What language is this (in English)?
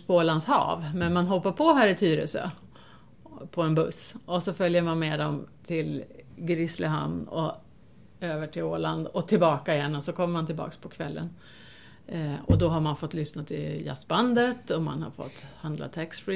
Swedish